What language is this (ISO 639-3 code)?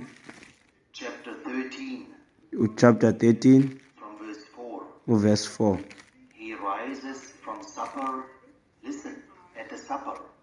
xho